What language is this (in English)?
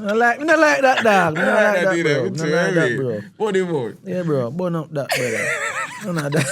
Jamaican Creole English